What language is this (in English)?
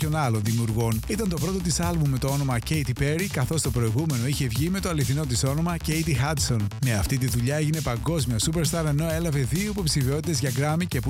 Greek